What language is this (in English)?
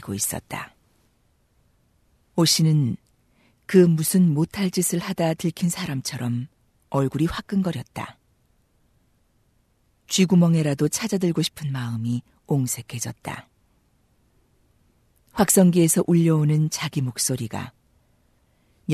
Korean